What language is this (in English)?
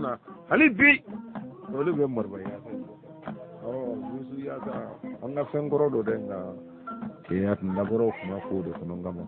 Bambara